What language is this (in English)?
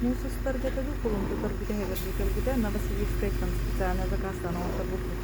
Yakut